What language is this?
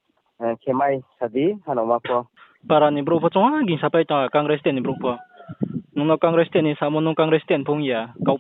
Riang (India)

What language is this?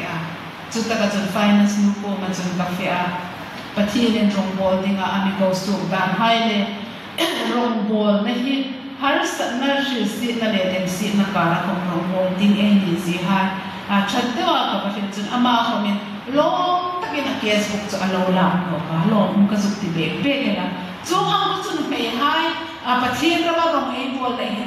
Hmar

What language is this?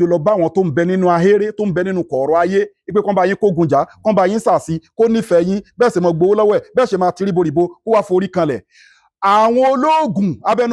Yoruba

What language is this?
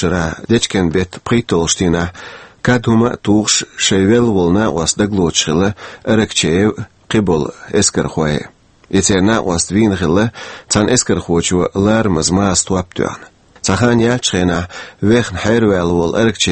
Chechen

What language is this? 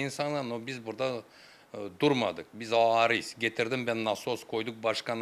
Gagauz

